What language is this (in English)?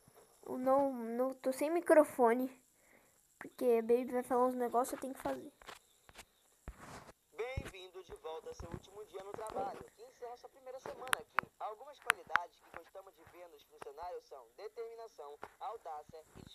Portuguese